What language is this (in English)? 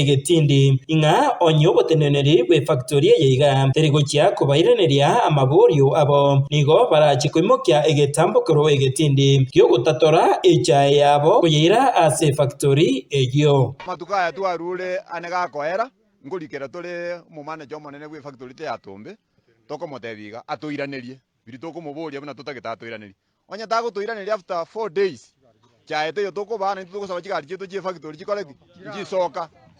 Gusii